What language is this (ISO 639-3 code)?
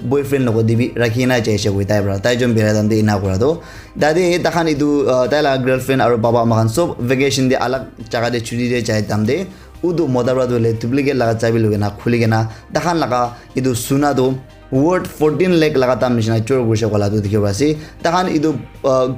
nag